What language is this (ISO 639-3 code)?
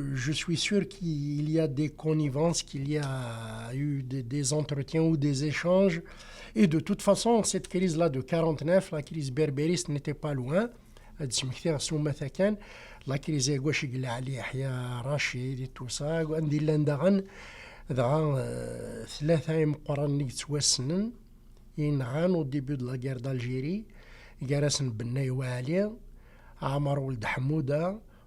kab